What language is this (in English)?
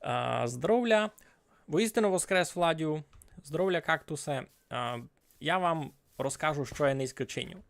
Rusyn